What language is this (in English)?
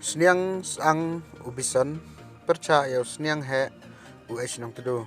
Pnar